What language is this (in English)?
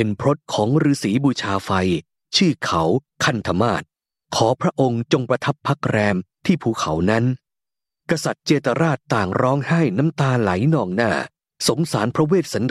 Thai